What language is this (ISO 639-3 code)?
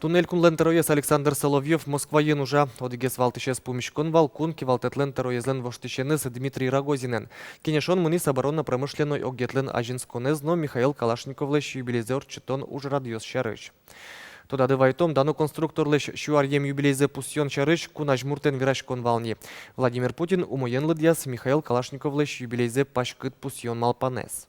udm